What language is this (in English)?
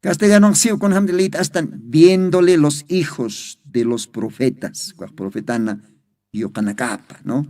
Aymara